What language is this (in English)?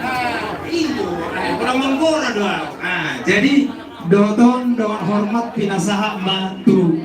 Batak Toba